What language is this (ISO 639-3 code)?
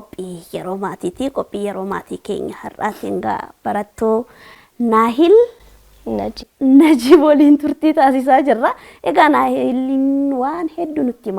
orm